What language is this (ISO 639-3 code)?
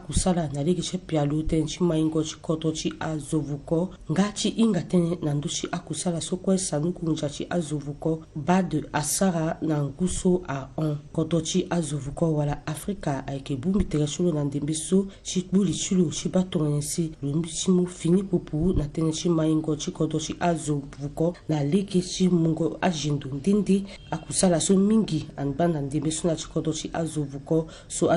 sag